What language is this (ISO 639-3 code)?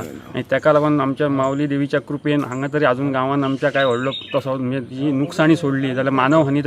kok